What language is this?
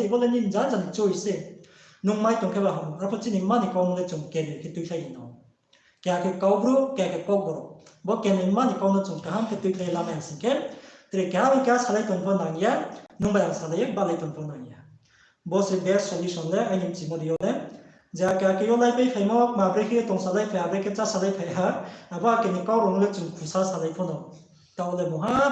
Riang (India)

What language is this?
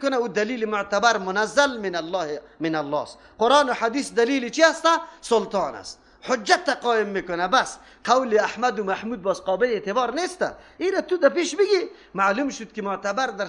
Persian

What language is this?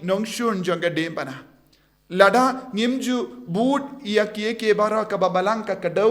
Khasi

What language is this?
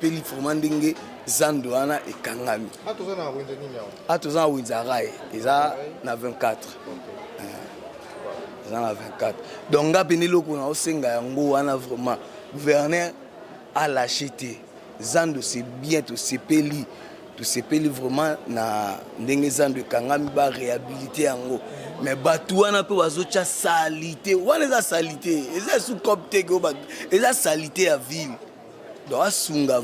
Lingala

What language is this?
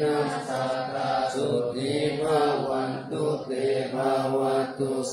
Pali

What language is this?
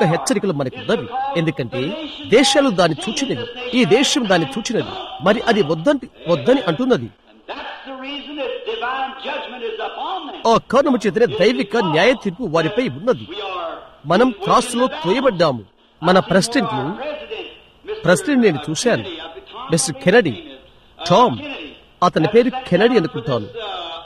Telugu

